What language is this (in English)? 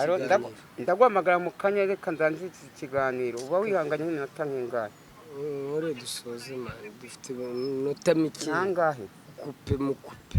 Kinyarwanda